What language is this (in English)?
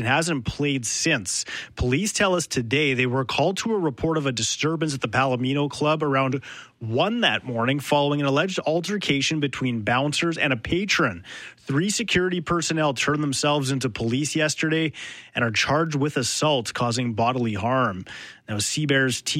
English